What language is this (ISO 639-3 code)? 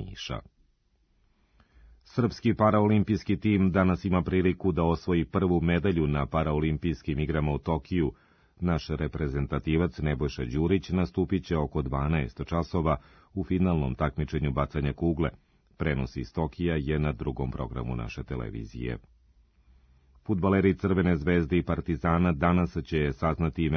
srp